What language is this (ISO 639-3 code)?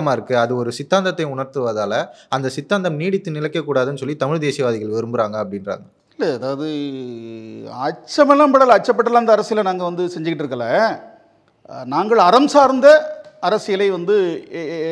tam